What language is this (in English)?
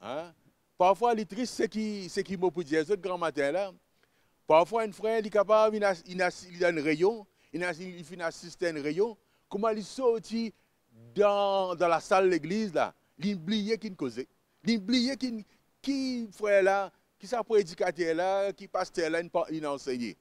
Morisyen